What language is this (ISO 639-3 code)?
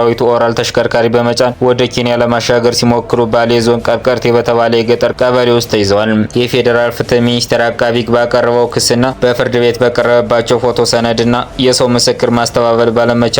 amh